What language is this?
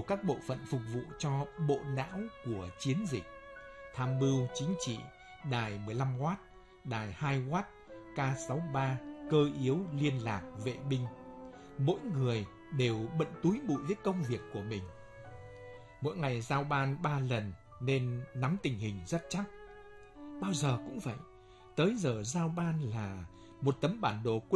Vietnamese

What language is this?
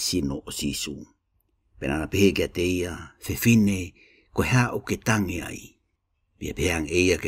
Tongan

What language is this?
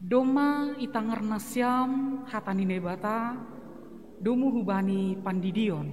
Batak Simalungun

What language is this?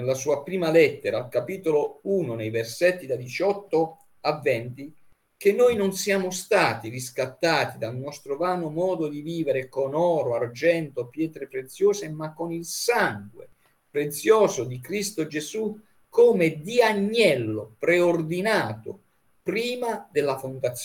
Italian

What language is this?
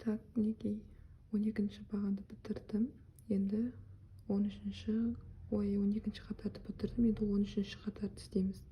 Kazakh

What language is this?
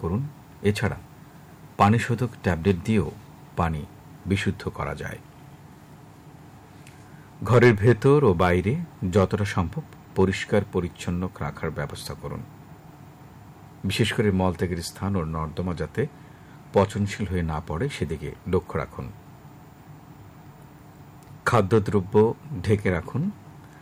Bangla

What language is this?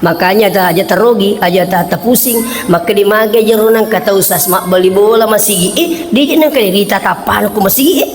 Buginese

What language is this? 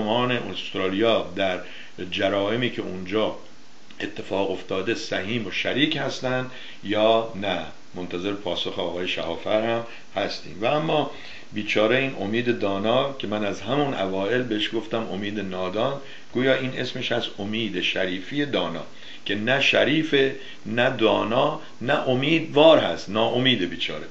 Persian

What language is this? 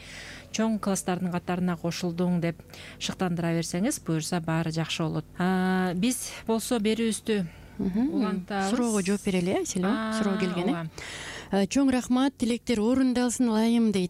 Kyrgyz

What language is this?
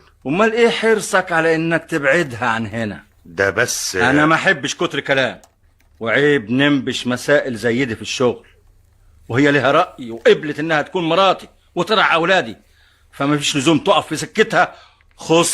Egyptian Arabic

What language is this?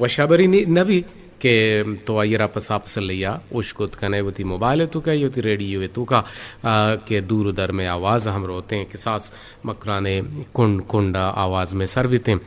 Eastern Balochi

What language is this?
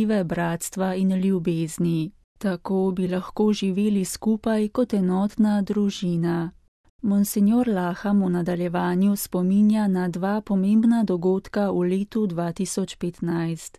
Slovenian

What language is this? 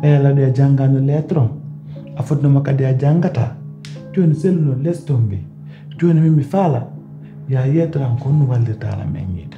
Pular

